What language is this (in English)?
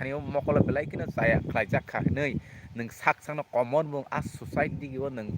Kok Borok